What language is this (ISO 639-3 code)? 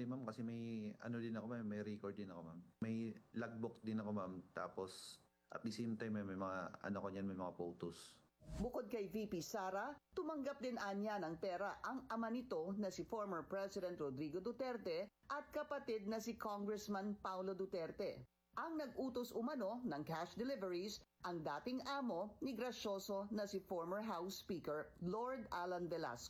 fil